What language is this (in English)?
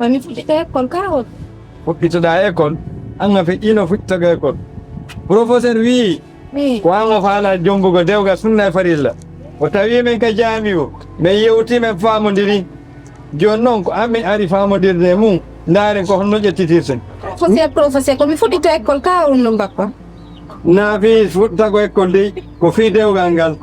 Fula